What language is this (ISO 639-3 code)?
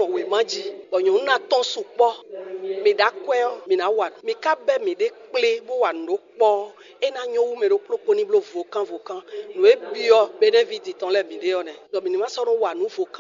fon